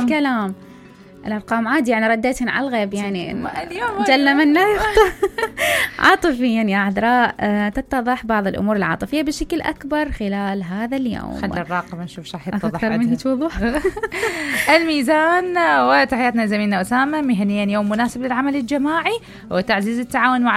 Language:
Mesopotamian Arabic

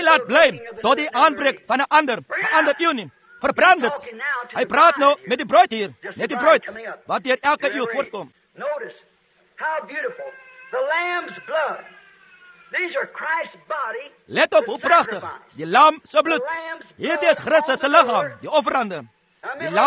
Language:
Afrikaans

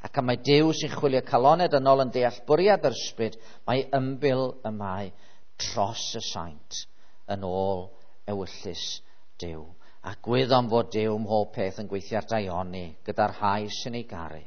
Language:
Welsh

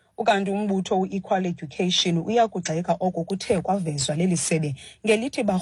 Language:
Xhosa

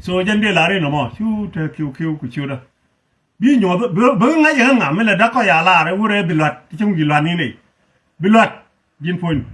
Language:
Nuer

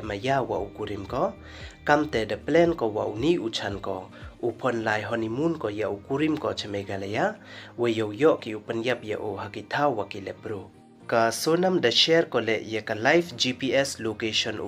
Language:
Pnar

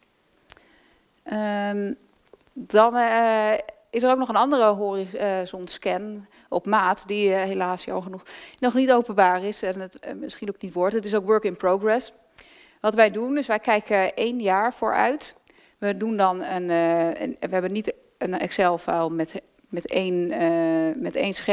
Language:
Dutch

